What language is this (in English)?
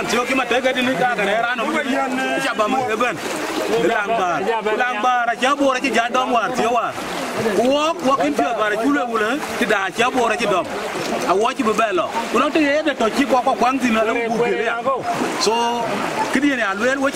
Dinka